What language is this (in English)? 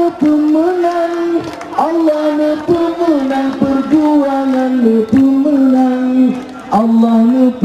Achinese